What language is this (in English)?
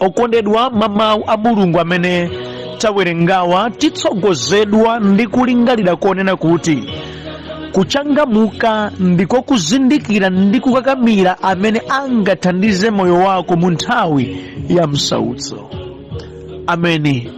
Nyanja